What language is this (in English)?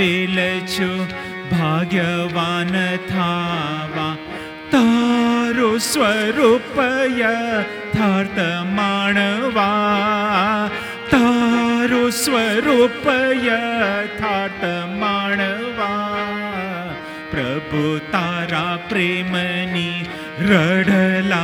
Gujarati